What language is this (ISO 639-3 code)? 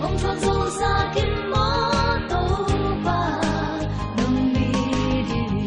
ctd